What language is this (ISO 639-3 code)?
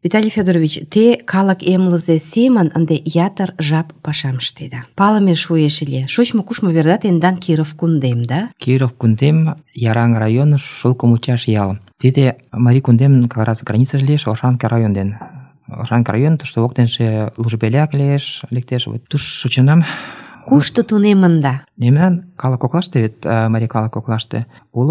chm